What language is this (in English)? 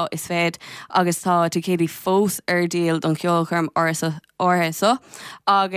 Irish